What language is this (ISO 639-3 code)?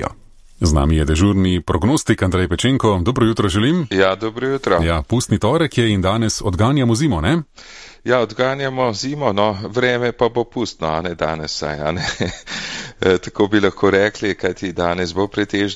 slv